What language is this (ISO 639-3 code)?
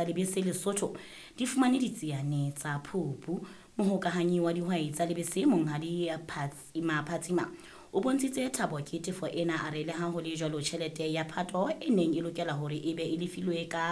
sot